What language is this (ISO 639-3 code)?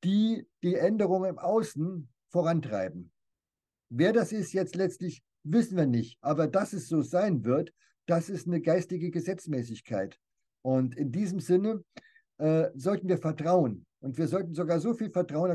deu